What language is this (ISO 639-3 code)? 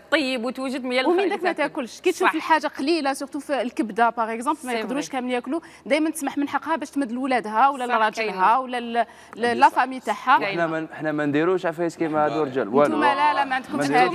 arq